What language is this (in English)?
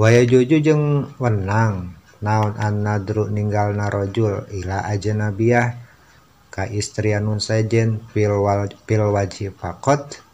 Sundanese